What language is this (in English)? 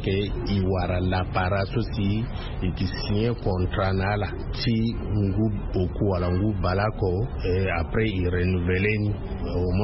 Sango